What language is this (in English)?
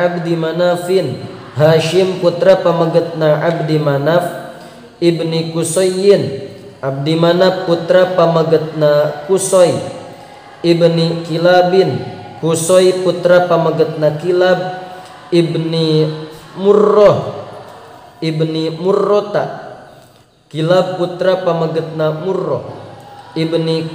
Sundanese